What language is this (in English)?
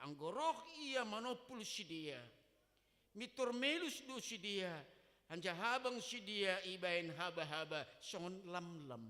Batak Simalungun